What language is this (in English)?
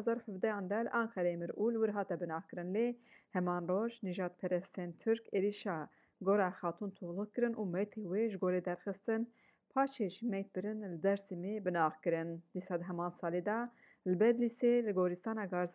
Kurdish